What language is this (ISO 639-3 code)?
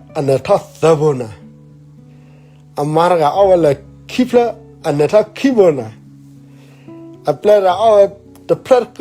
ksw